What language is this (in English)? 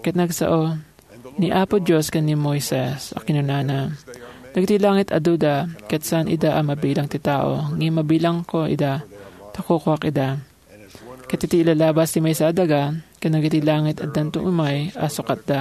Iloko